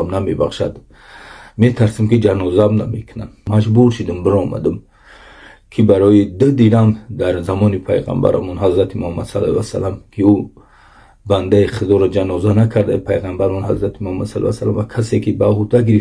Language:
Tajik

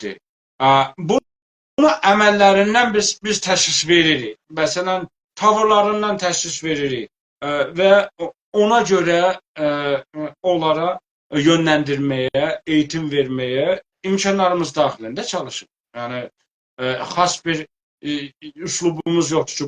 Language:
South Azerbaijani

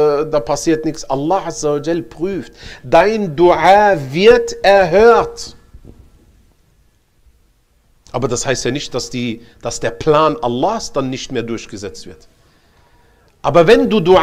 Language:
German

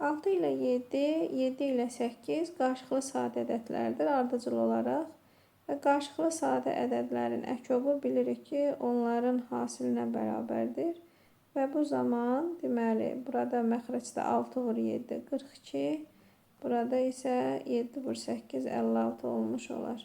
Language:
Azerbaijani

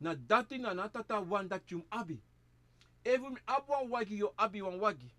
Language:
Sranan Tongo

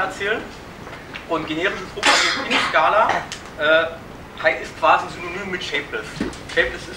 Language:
German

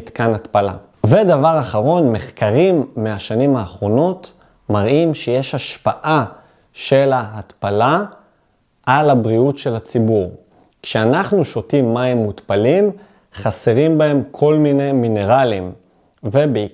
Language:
Hebrew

